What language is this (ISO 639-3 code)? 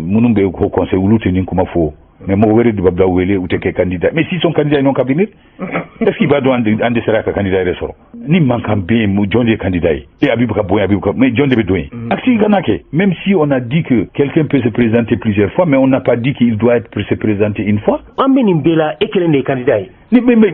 bam